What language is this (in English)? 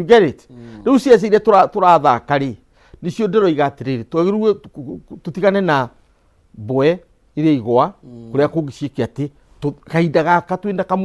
Kikuyu